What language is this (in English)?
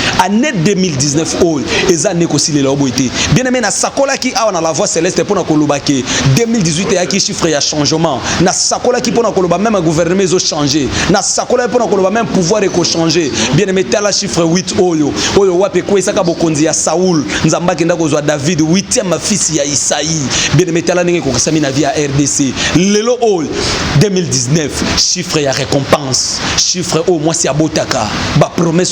Lingala